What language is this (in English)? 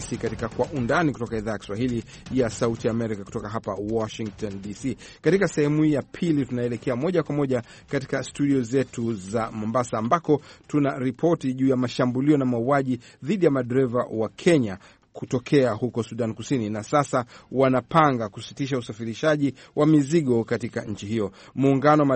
Swahili